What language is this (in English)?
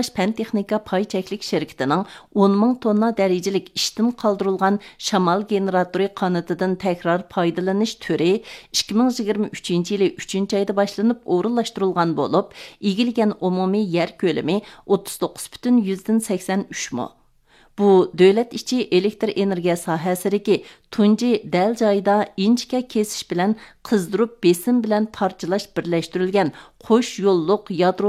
Uyghur